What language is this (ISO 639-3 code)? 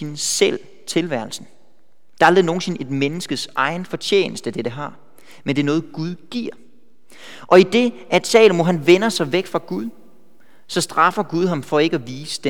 dan